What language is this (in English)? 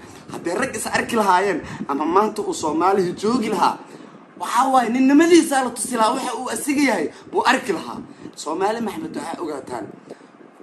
Somali